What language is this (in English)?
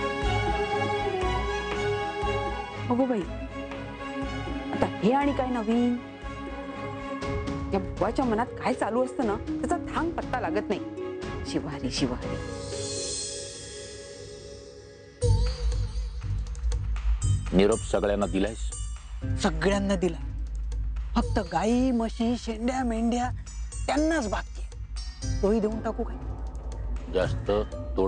Marathi